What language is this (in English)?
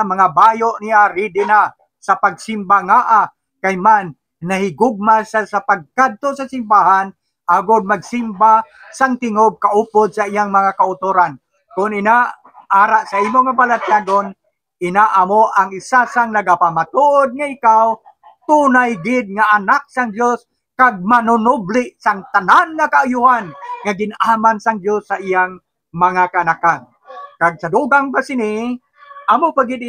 Hiligaynon